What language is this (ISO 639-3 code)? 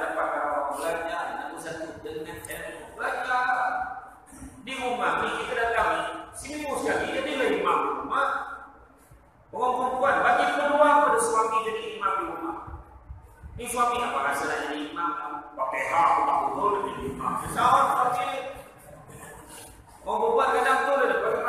msa